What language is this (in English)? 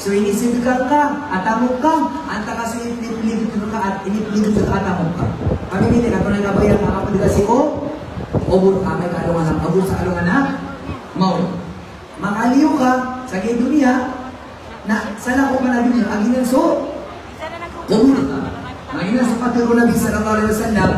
Maranao